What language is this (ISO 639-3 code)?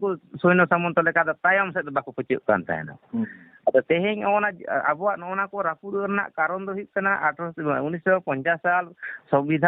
sat